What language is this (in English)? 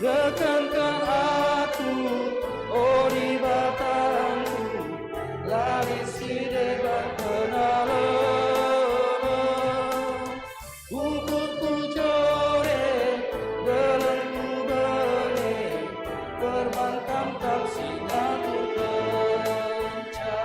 Batak Karo